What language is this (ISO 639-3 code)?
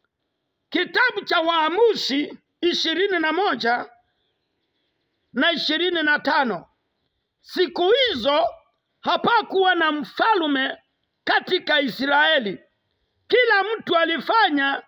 swa